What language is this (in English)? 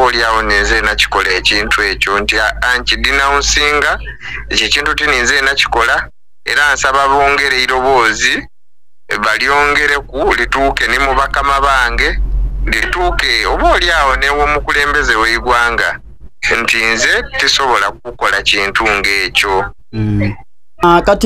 Soga